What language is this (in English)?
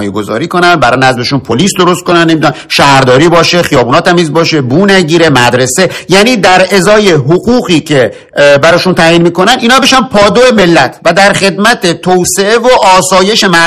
Persian